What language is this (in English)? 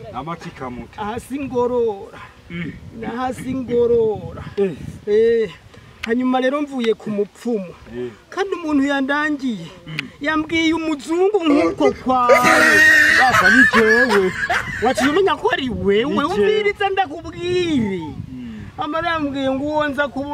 Rundi